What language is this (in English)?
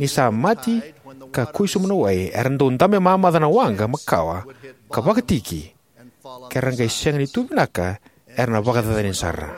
Fijian